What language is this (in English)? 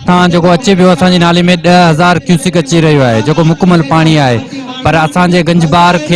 Sindhi